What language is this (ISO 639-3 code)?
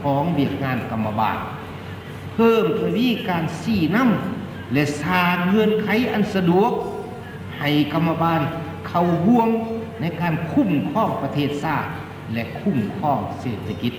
lao